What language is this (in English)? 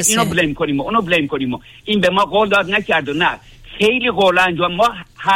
Persian